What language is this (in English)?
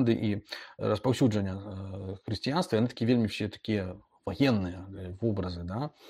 Belarusian